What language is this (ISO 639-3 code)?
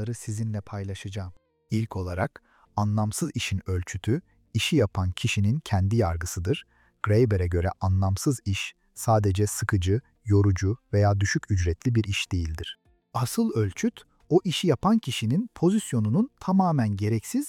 tur